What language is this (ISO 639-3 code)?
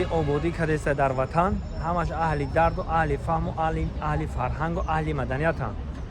tgk